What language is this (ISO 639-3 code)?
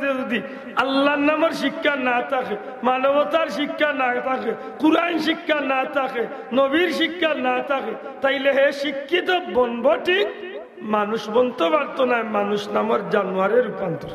syl